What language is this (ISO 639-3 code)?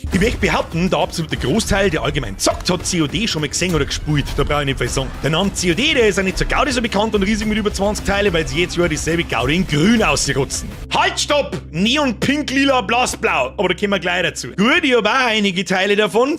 bar